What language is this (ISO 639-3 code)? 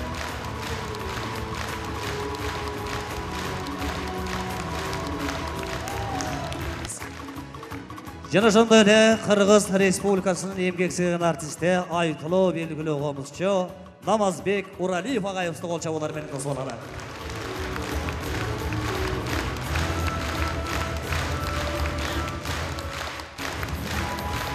kir